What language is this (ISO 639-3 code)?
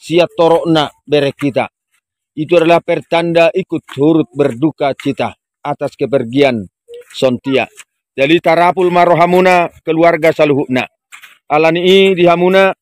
bbc